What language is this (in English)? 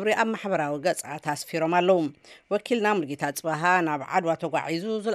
Tigrinya